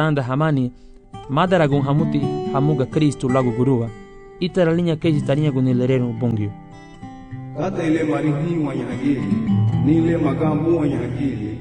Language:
Garifuna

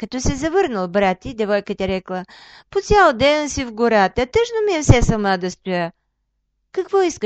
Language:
Bulgarian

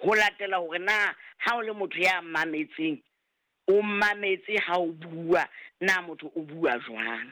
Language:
Southern Sotho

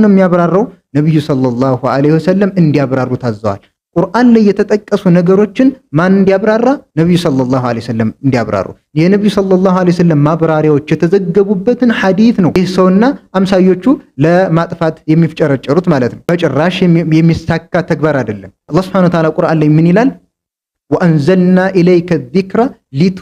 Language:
Amharic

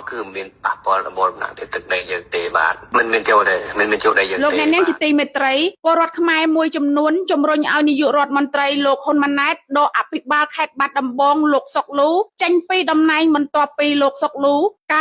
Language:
Khmer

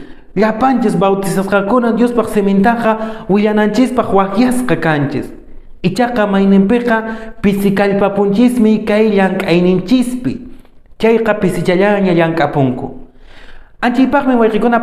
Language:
Quechua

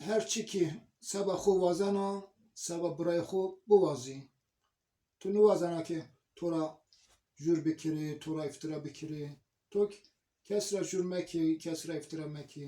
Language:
Zaza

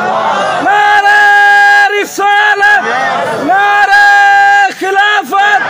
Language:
Saraiki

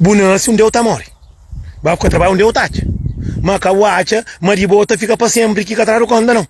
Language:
Kabuverdianu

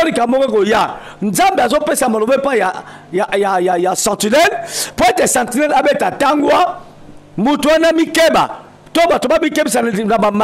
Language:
Lingala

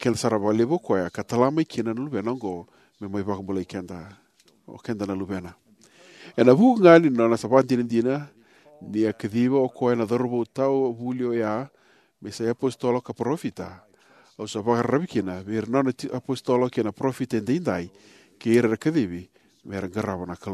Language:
Fijian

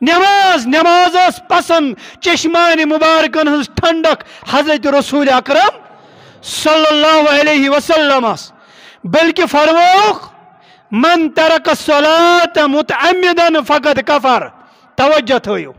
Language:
Kashmiri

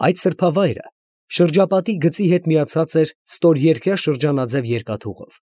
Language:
Armenian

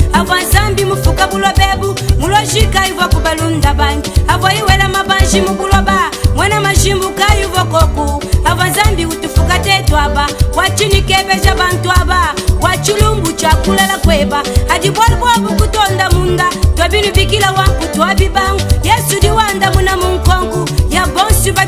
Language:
Luba-Lulua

